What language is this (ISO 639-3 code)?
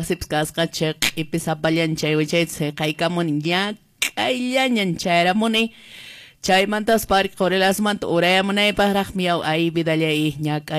que